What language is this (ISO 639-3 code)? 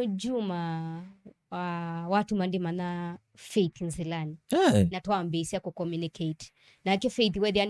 kam